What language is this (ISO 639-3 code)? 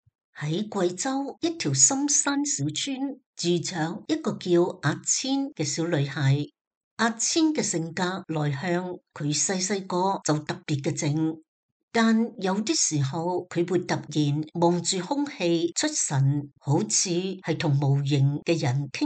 yue